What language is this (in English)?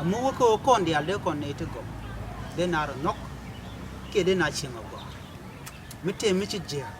Nuer